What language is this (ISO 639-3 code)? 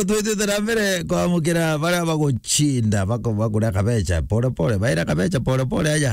mer